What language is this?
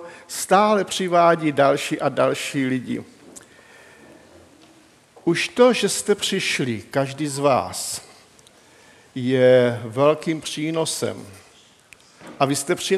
Czech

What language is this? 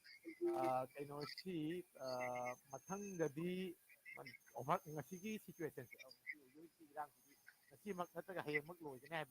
Manipuri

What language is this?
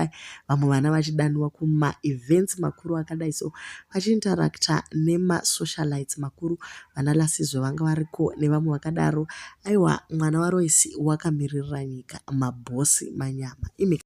Shona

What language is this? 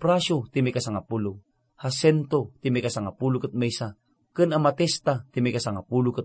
Iloko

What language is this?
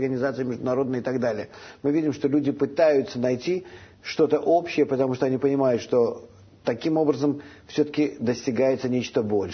Russian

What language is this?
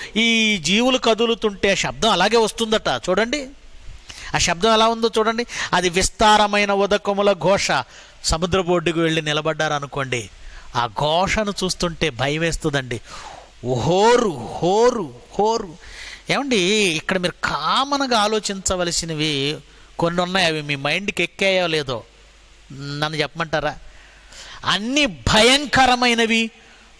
Telugu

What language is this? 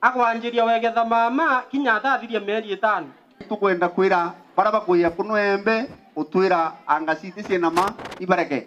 Meru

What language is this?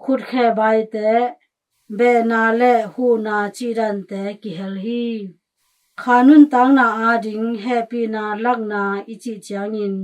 Tedim Chin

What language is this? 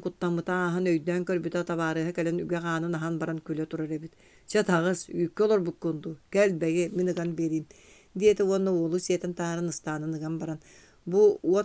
Yakut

